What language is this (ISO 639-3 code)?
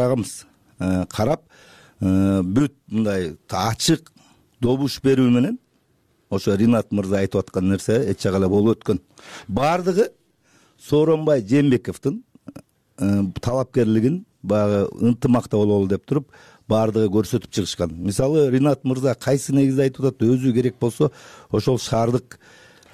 kir